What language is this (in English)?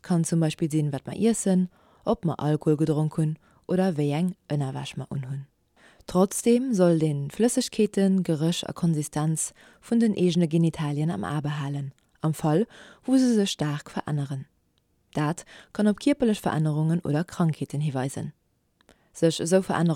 Luxembourgish